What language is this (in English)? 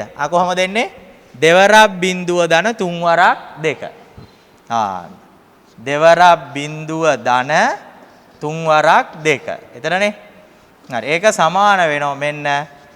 Sinhala